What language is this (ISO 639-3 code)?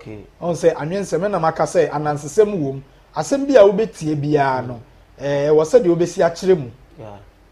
aka